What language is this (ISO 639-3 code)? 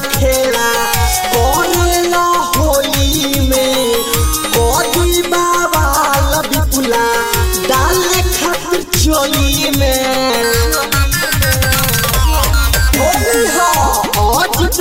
bho